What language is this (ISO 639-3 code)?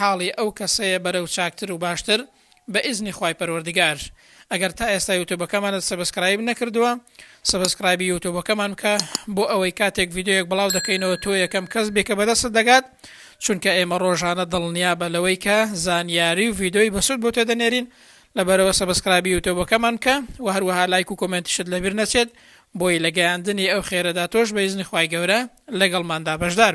ckb